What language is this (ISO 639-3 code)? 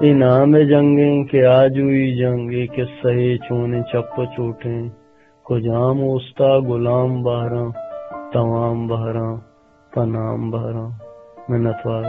bgp